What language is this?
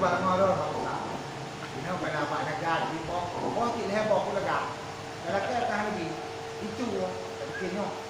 Achinese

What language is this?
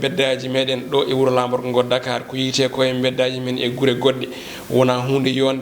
Fula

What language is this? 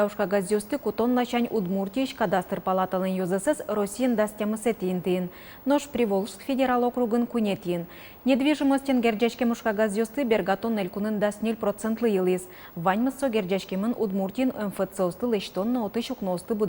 Udmurt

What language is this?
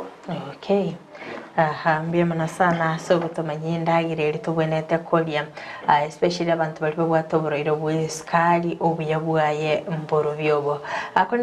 Gusii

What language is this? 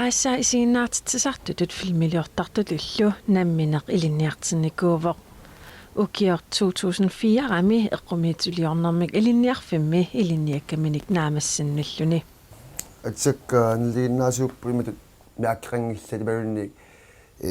Kalaallisut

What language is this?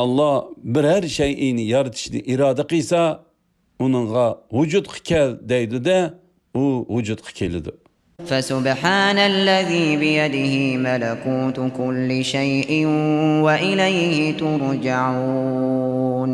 Uyghur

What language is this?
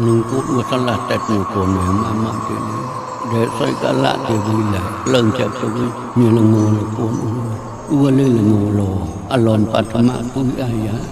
Mon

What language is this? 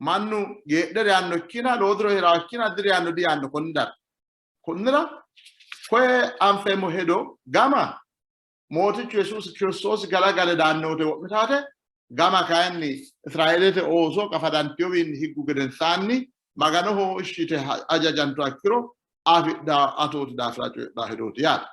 Sidamo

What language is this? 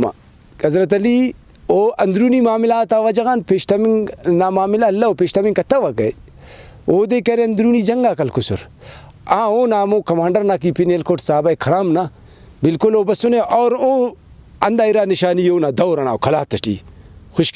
Brahui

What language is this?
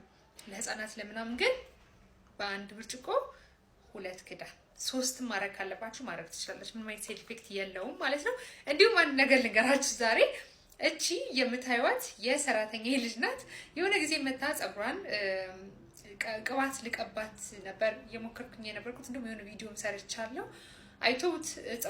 Amharic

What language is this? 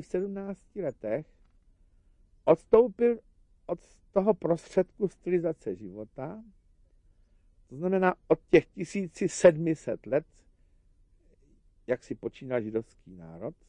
Czech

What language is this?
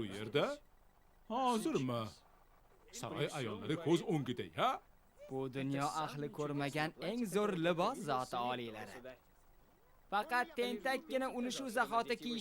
Uzbek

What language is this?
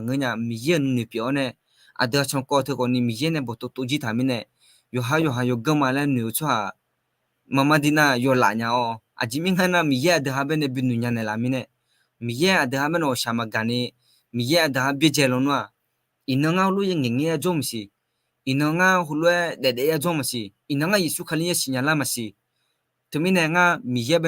Akha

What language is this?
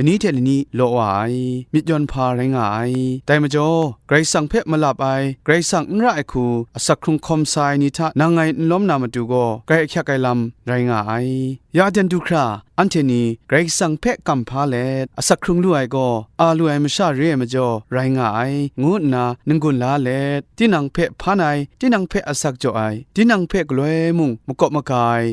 Kachin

